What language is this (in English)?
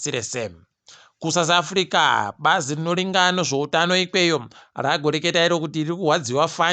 Ndau